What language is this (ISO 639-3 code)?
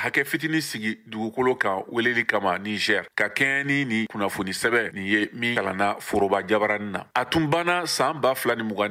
bam